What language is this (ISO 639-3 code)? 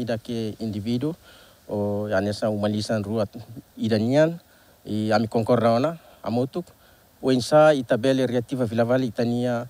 tet